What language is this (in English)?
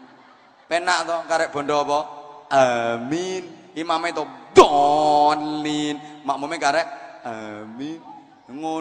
Javanese